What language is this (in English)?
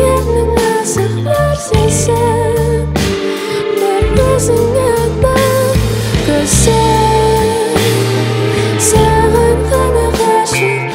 Kazakh